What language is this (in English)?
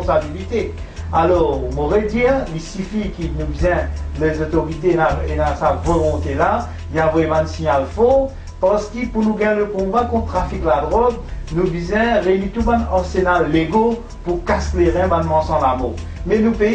Morisyen